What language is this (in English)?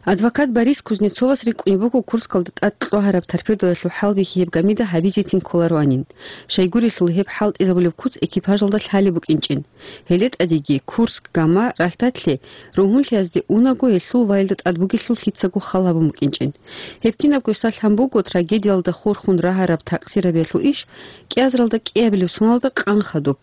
Avaric